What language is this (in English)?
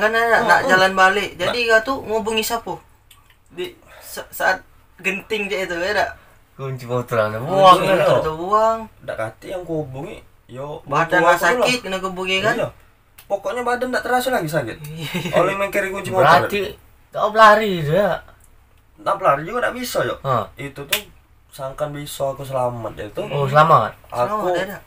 Musi